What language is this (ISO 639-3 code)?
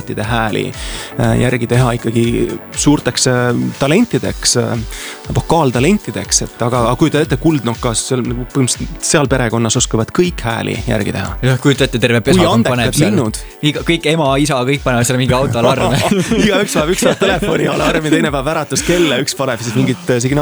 est